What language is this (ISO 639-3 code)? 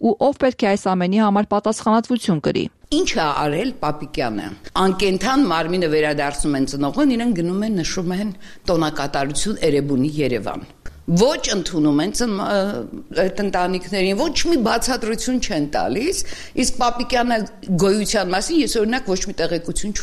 hye